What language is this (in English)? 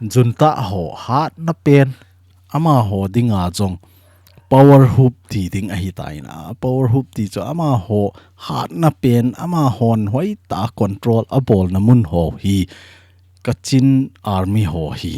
Thado Chin